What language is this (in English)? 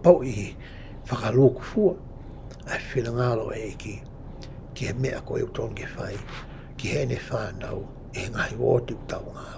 Tongan